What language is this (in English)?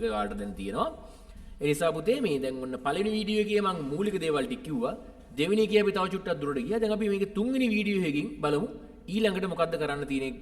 Sinhala